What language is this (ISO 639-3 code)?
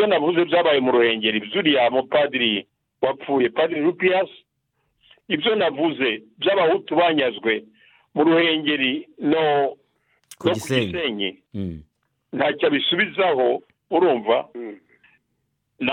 kin